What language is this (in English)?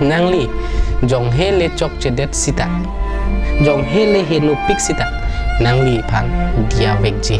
Karbi